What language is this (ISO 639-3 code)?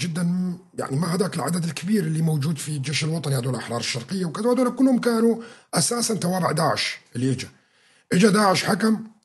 apc